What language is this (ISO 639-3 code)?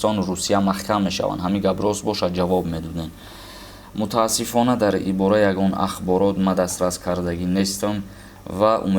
tgk